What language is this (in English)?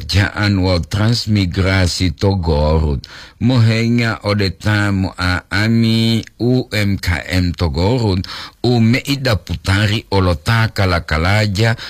Gorontalo